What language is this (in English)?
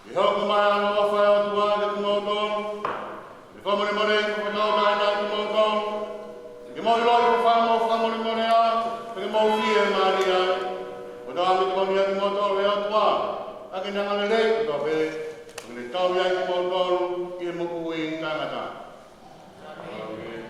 Tongan